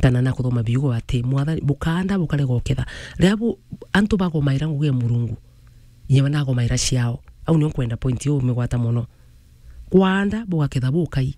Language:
Meru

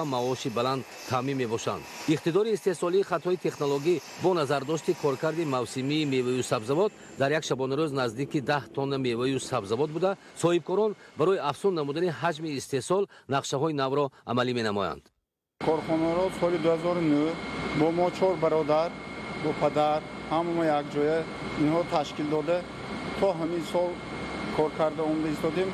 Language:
Tajik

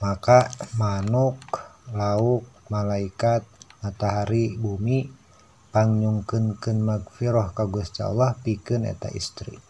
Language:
Sundanese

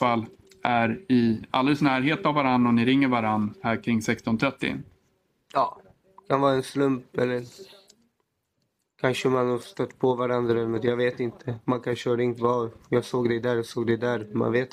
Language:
Swedish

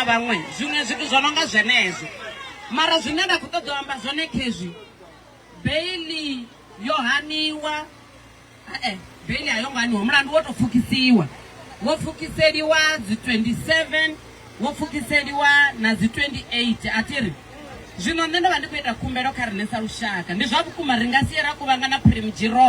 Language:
Venda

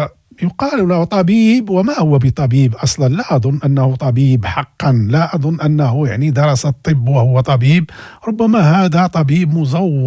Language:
Moroccan Arabic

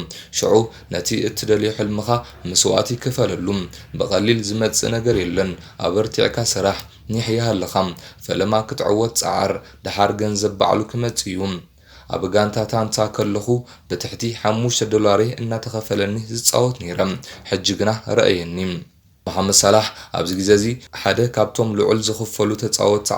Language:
Tigrinya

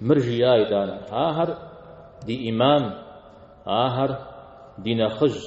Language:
Kabardian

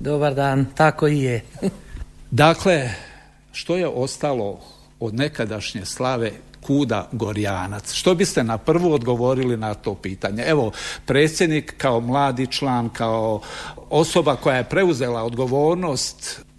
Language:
Croatian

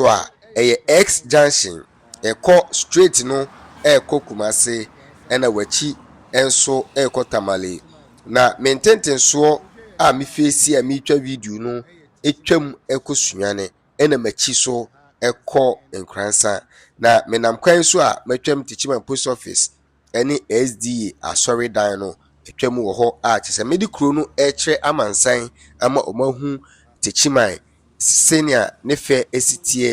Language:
Akan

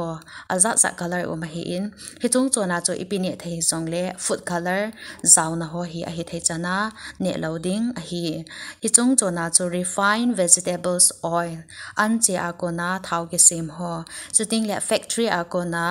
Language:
Thado Chin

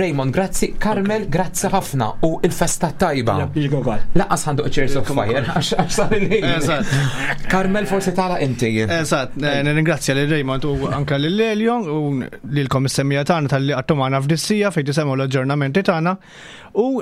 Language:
Maltese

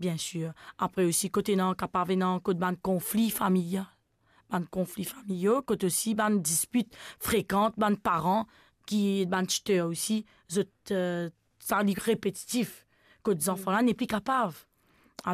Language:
Morisyen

